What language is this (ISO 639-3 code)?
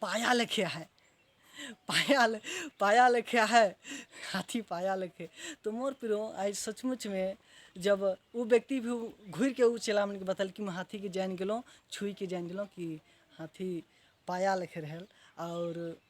sck